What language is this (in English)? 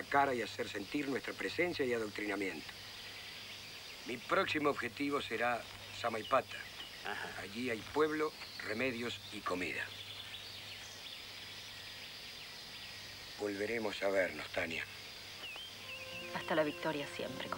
Spanish